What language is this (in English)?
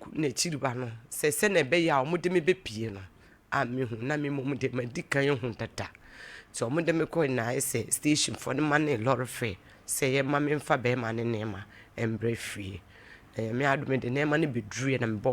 Akan